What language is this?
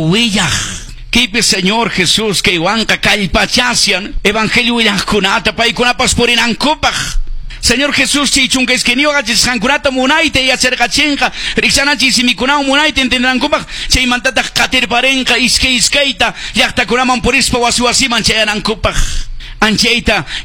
Quechua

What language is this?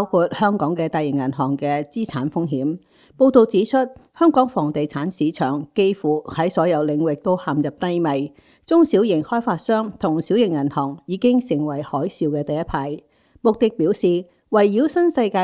Cantonese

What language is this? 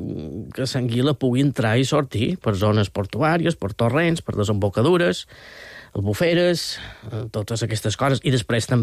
Catalan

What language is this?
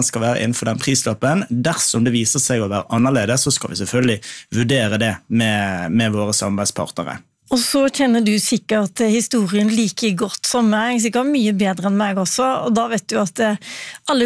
Norwegian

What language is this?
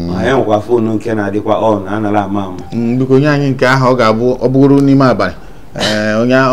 Igbo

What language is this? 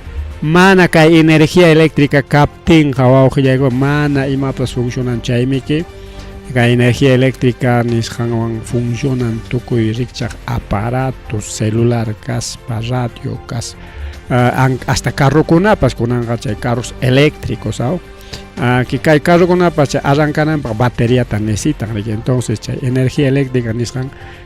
Ayacucho Quechua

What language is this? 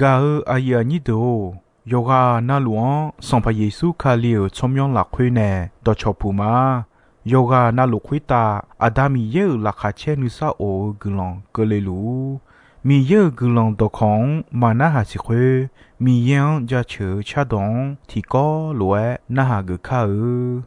Akha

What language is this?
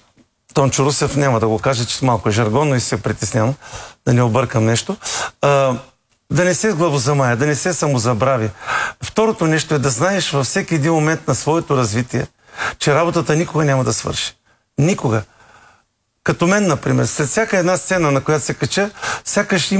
Bulgarian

